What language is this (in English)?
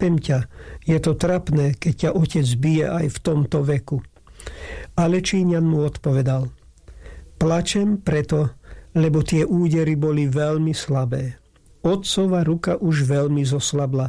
Slovak